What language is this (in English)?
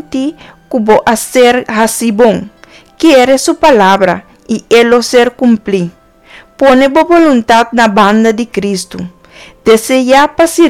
Papiamento